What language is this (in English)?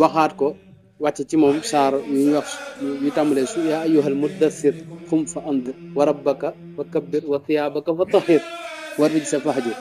Wolof